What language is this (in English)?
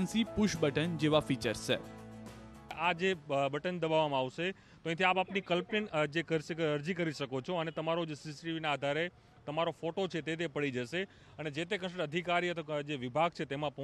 Gujarati